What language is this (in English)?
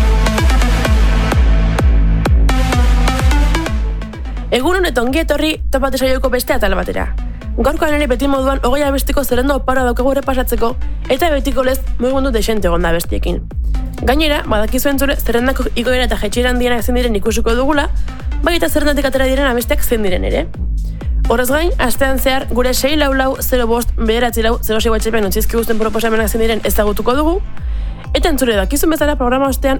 Basque